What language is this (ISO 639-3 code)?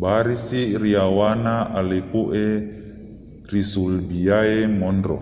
bug